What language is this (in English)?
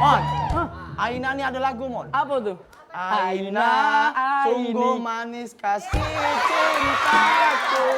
Musi